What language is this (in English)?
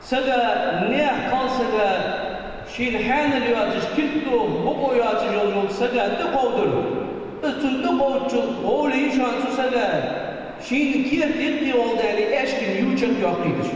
Ingush